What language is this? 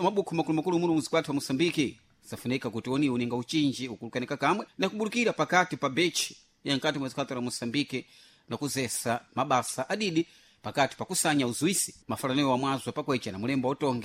Sena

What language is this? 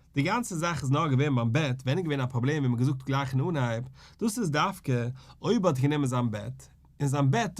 Yiddish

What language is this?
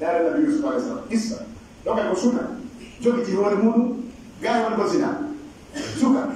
Pular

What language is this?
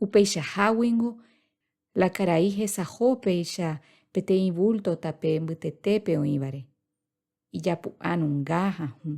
Guarani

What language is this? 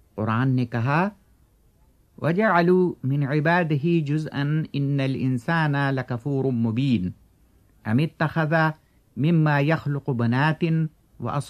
Urdu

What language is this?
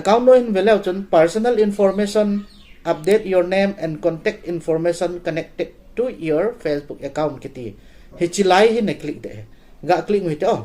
Thado Chin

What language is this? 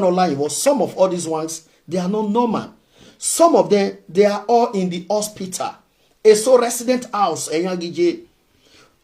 Nigerian Pidgin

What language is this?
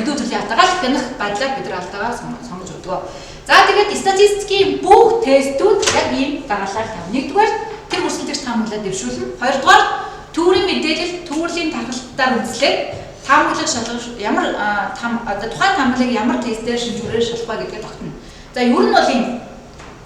Mongolian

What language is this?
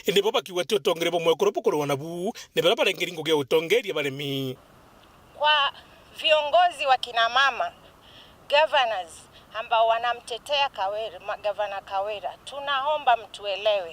Meru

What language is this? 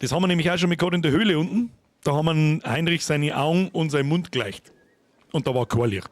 Bavarian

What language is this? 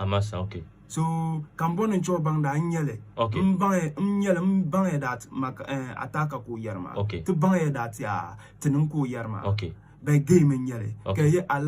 Dagbani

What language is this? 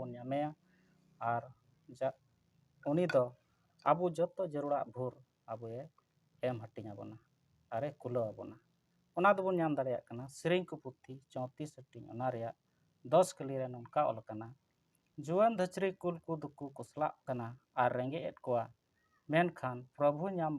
Santali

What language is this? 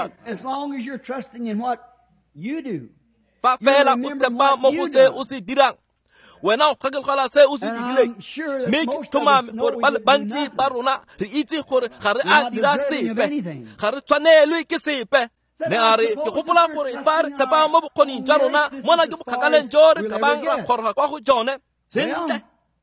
Tswana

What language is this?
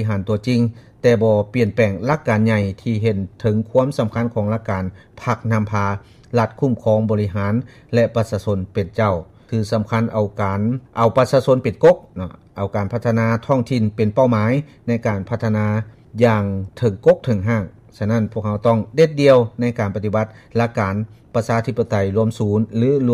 Lao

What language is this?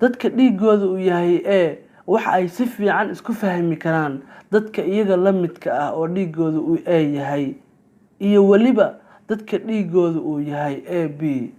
Somali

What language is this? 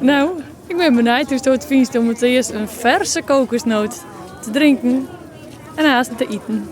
Western Frisian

